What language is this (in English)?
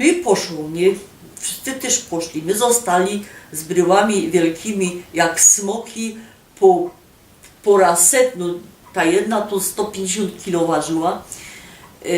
Silesian